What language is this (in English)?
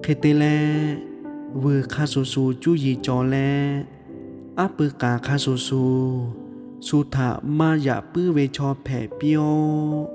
Lahu